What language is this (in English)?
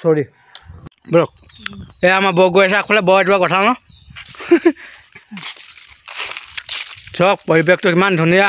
Assamese